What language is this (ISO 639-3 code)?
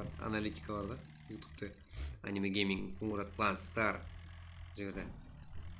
kaa